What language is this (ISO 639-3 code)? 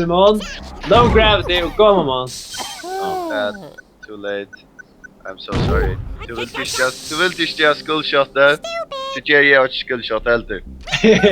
fao